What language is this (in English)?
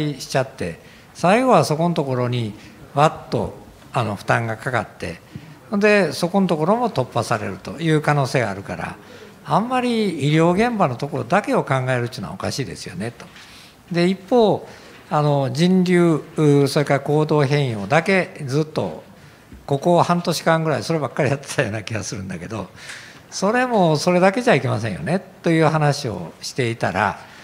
Japanese